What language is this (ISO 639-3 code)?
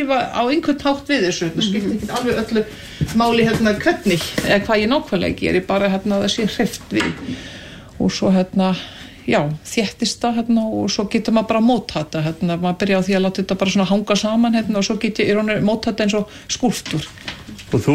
isl